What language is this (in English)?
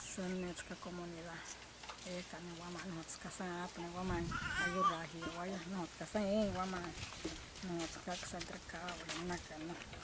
Wayuu